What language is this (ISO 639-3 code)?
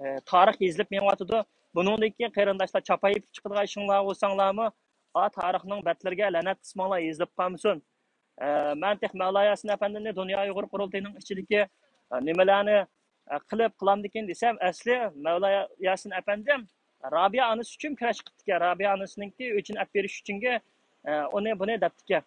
uig